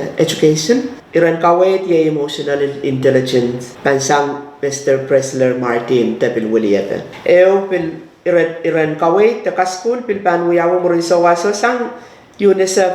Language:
Pohnpeian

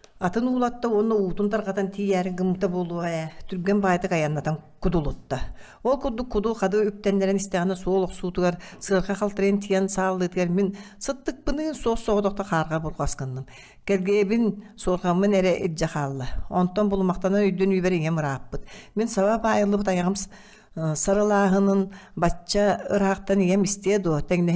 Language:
Yakut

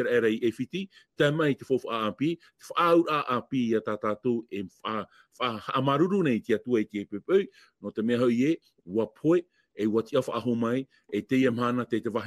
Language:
Tahitian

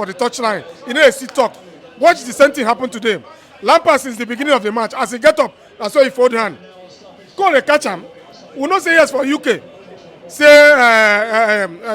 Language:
Nigerian Pidgin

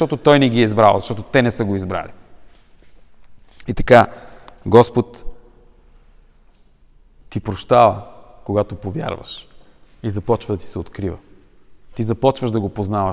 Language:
Bulgarian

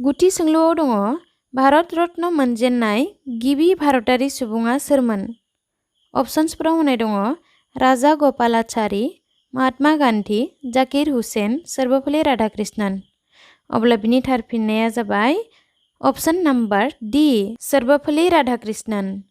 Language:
Bodo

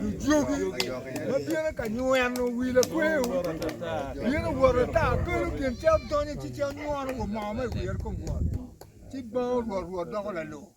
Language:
Acoli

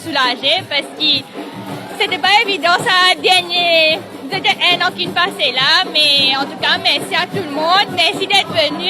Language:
Morisyen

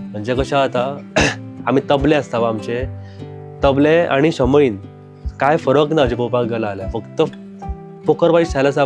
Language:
Konkani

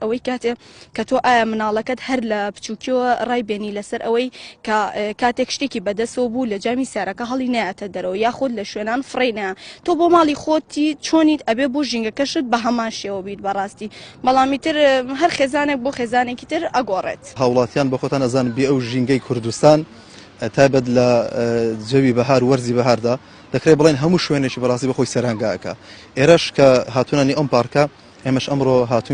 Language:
Central Kurdish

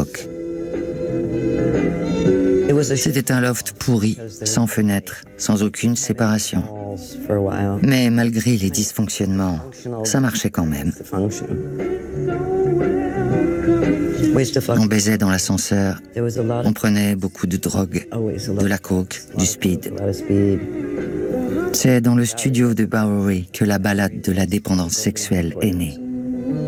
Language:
French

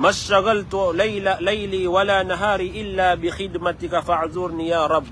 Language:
Maranao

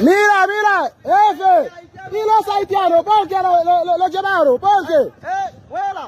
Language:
Haitian Creole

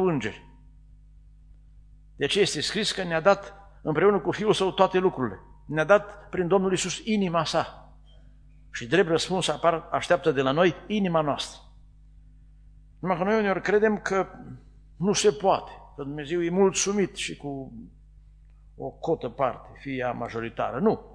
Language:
Romanian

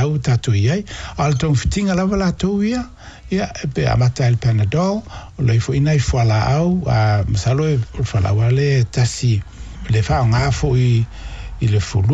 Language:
Samoan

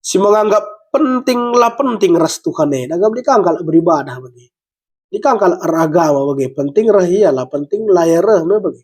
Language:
Batak Karo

